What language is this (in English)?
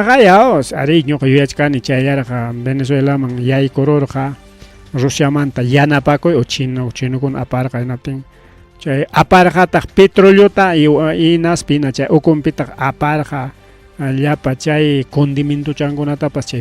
Ayacucho Quechua